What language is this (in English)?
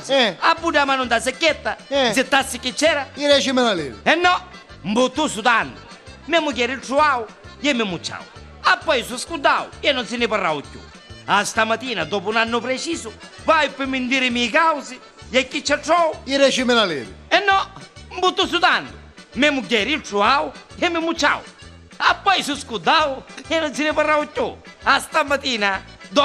Neapolitan